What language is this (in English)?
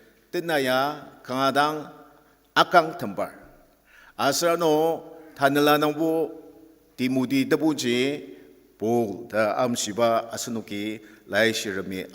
Ao Naga